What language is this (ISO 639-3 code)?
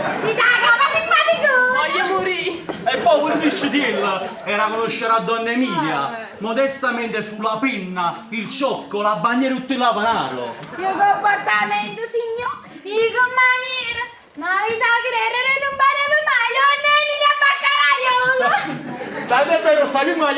nap